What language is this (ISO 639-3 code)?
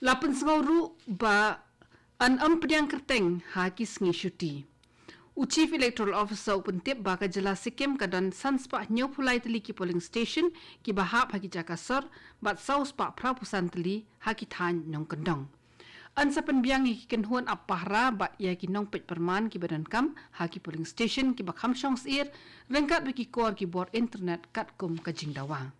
kha